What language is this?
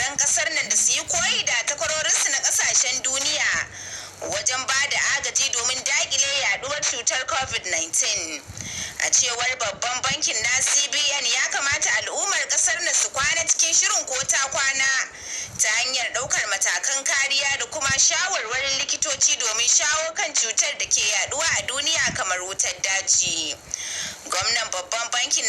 Hausa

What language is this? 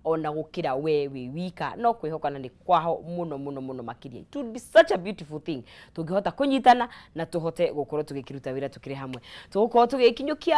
Kikuyu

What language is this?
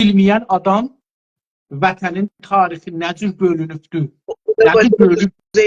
South Azerbaijani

